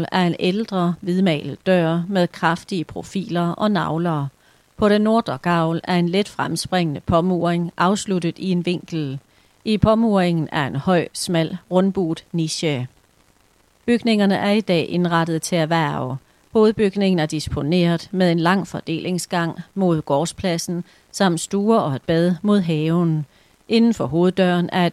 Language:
Danish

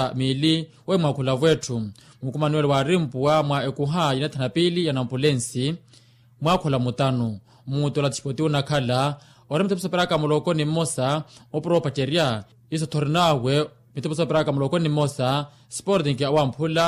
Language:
Makhuwa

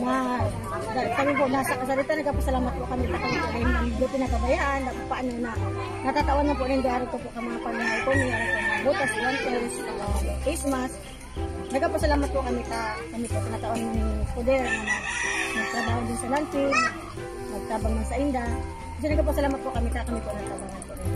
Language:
Bikol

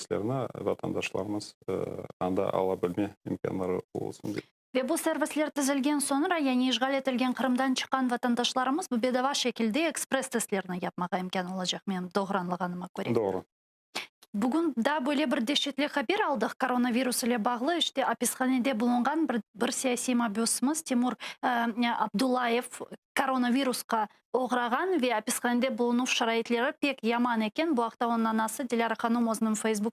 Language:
Crimean Tatar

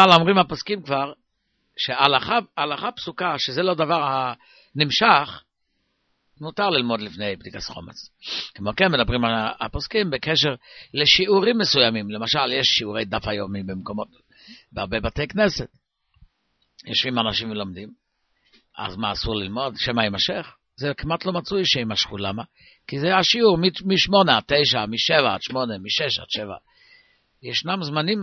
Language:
Hebrew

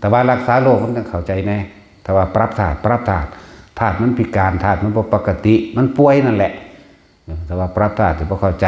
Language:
Northeastern Thai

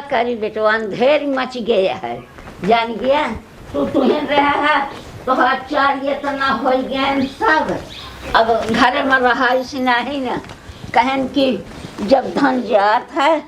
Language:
Awadhi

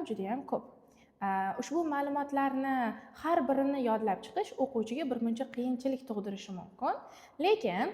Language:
Uzbek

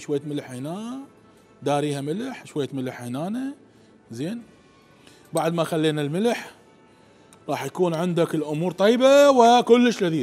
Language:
Mesopotamian Arabic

